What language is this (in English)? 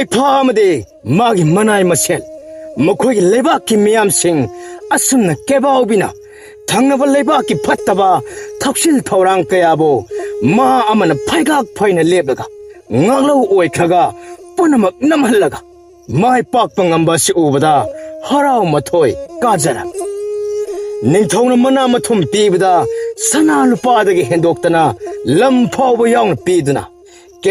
Manipuri